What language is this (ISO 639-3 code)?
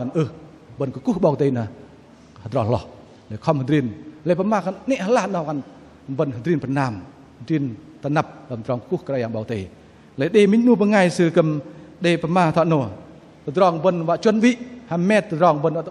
bdq